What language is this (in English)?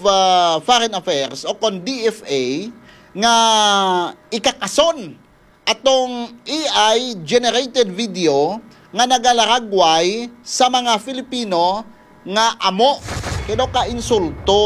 Hiligaynon